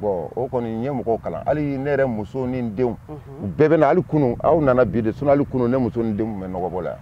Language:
Bambara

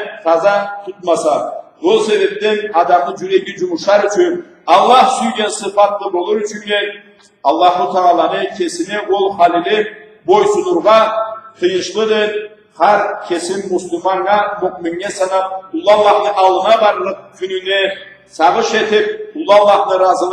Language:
Karachay-Balkar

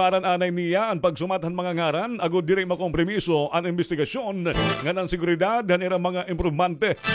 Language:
Waray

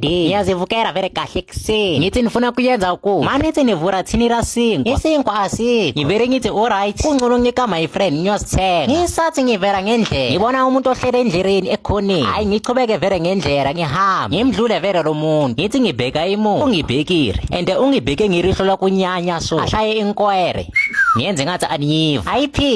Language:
Zulu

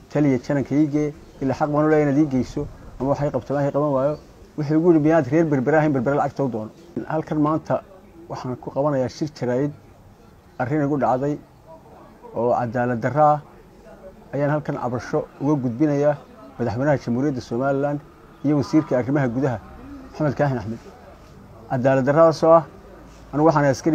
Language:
Somali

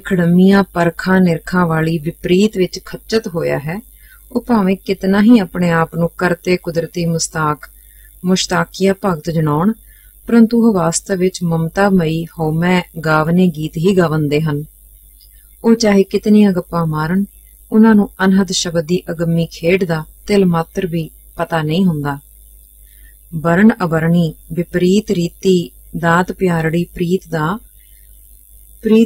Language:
Punjabi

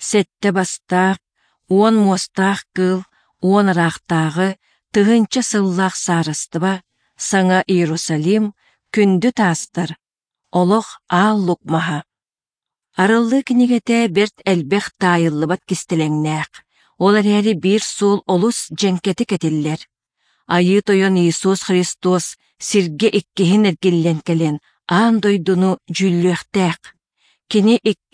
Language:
Yakut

